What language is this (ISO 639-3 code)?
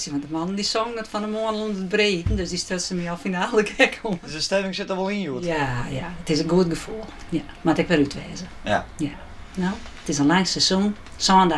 fry